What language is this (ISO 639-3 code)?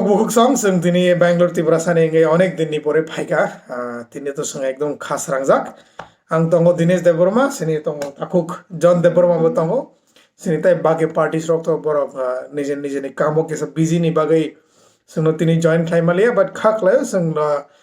trp